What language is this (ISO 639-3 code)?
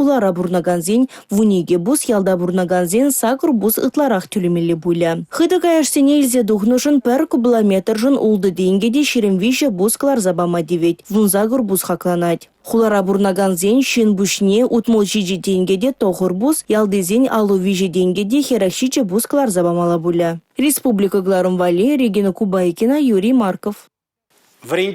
chv